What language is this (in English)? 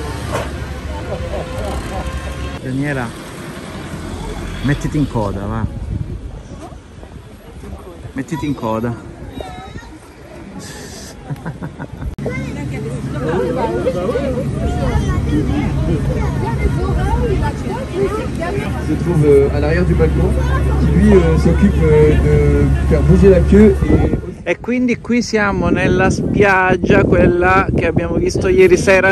Italian